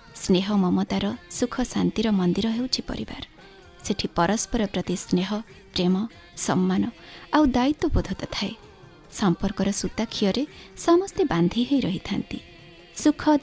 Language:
Odia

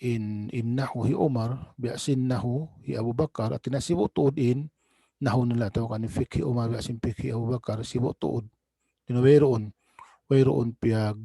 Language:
Tausug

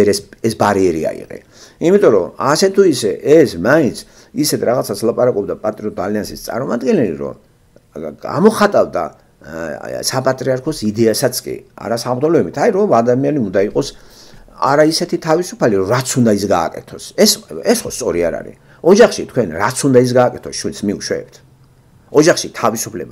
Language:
Georgian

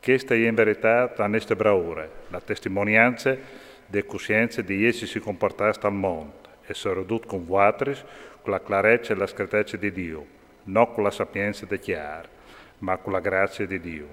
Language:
Friulian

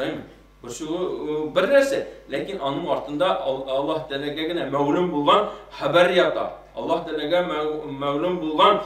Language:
Tatar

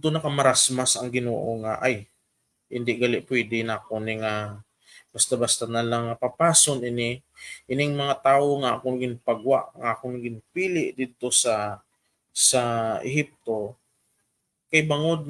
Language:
Hiligaynon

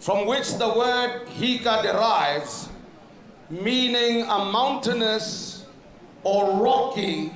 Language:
Tswana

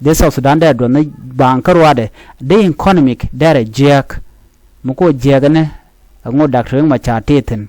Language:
Nuer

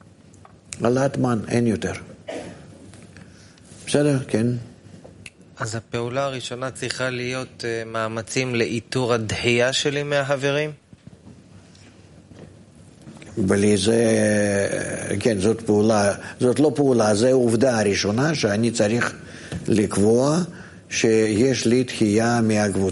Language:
Hebrew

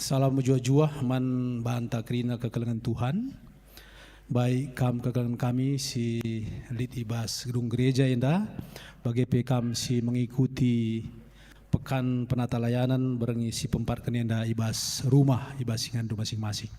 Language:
Batak Karo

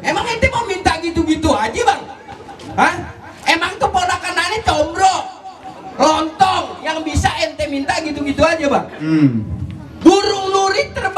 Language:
Betawi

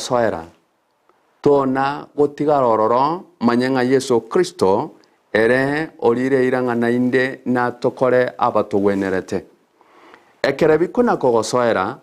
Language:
Gusii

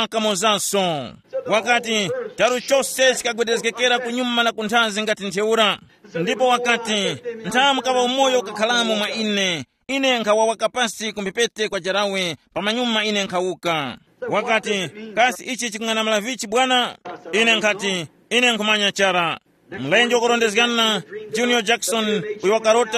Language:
Tumbuka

